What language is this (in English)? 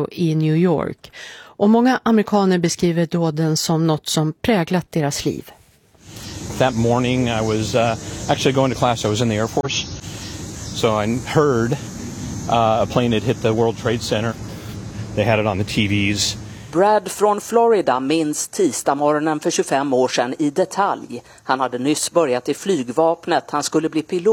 Swedish